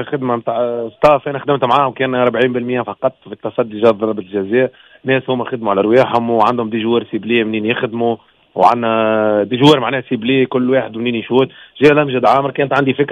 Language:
Tunisian Arabic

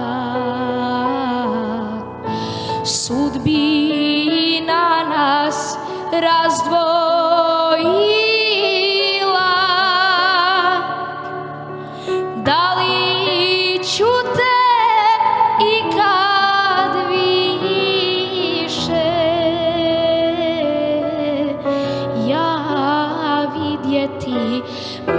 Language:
Croatian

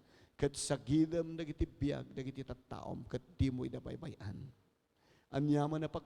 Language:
Iloko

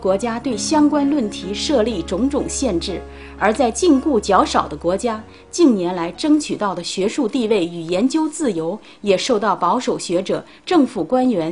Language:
Chinese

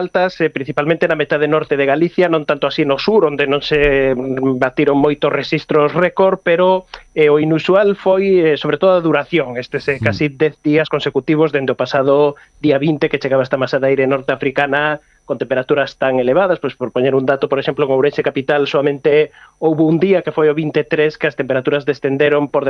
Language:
Galician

